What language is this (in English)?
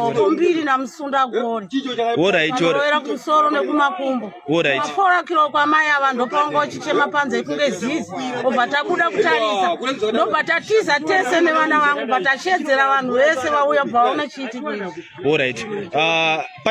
Shona